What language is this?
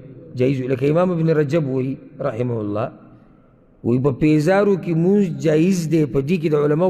Pashto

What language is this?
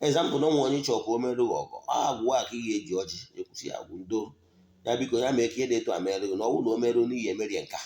Igbo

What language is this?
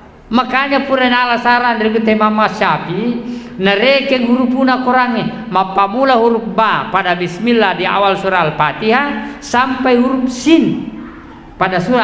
Buginese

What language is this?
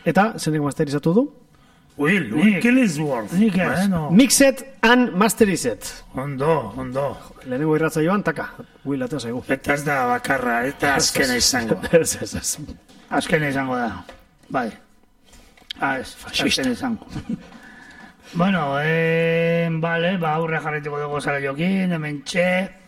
Basque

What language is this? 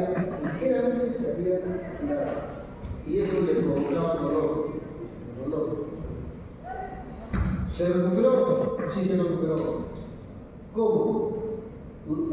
Spanish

